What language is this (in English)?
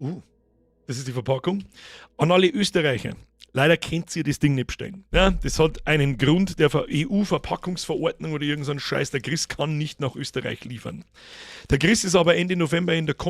Bavarian